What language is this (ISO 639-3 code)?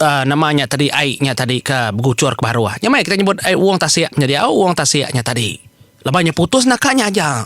iba